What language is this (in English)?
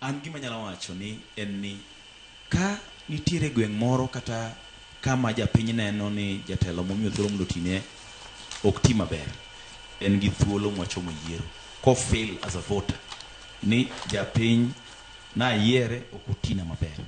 Luo (Kenya and Tanzania)